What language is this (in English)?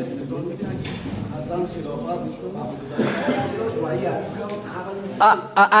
Persian